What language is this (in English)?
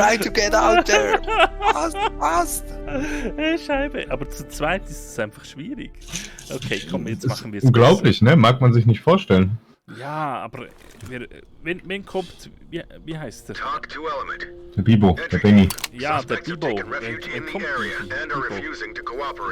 Swiss German